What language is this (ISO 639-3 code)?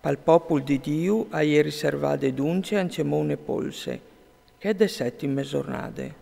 fur